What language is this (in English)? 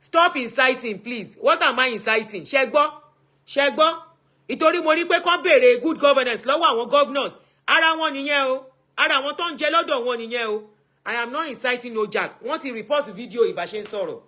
Yoruba